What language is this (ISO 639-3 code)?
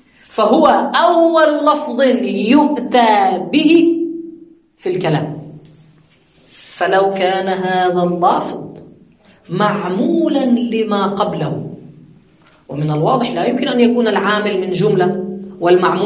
ara